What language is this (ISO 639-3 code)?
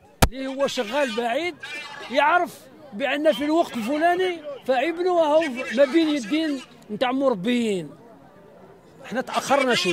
arq